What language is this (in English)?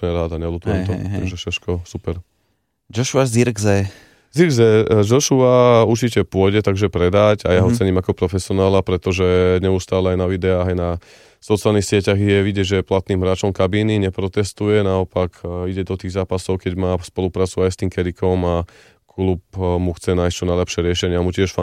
Slovak